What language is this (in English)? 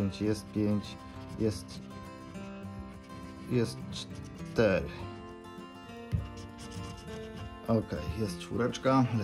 Polish